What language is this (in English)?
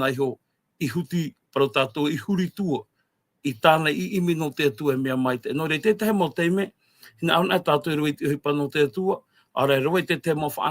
Tahitian